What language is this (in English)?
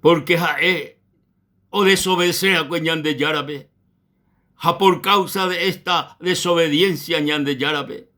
Guarani